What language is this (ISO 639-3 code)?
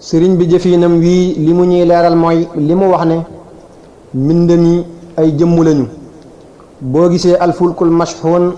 wol